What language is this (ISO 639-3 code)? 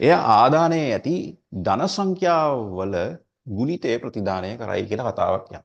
sin